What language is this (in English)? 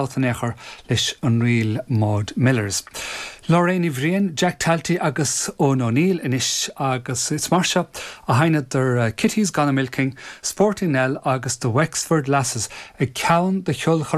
Irish